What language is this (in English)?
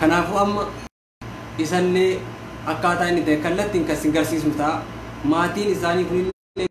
Oromo